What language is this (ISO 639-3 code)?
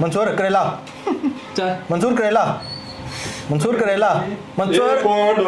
phr